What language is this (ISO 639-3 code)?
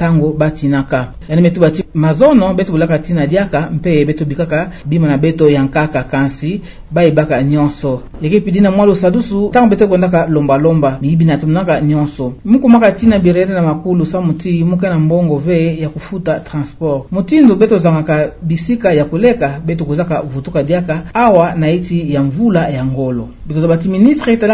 ktu